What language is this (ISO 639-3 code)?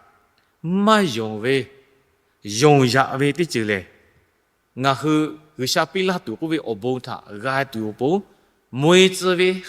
lhu